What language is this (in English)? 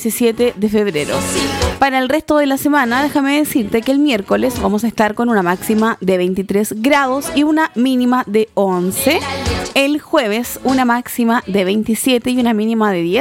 Spanish